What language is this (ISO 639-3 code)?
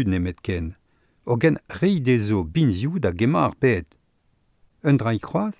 bre